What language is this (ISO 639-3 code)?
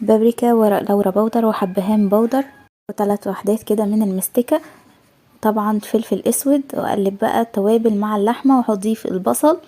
arz